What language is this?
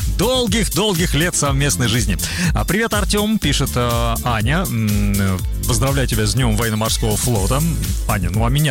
Russian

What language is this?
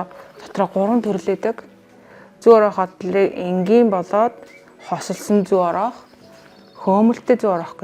Mongolian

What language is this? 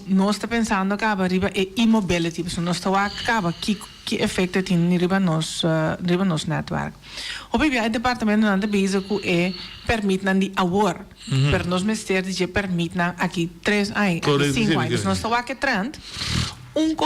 Papiamento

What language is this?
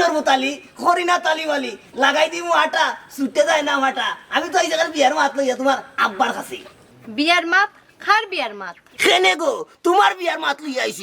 Sylheti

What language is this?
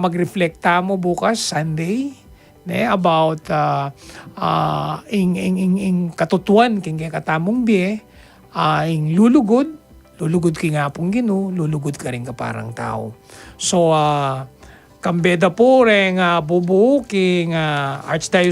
Pampanga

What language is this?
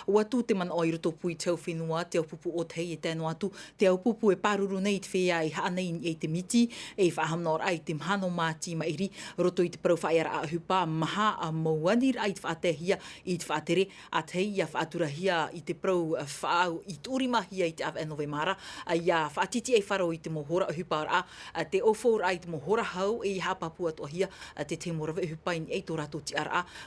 Tahitian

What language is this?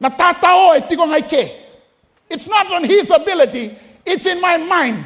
Fijian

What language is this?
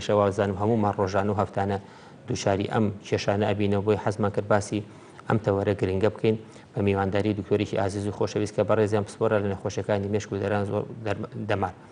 Central Kurdish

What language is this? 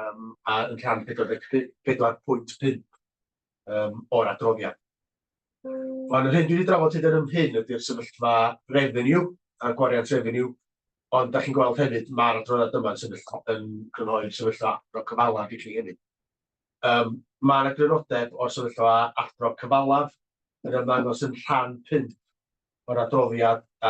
Welsh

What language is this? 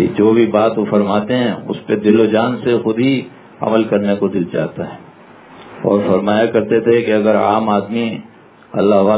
Urdu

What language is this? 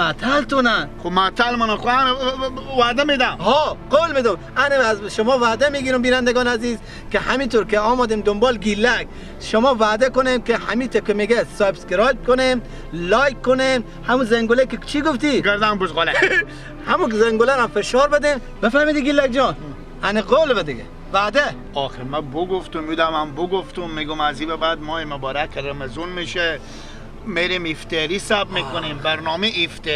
Persian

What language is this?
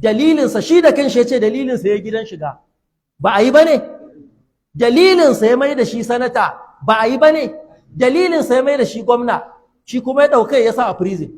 Hausa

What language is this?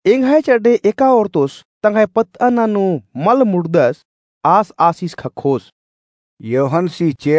Kurukh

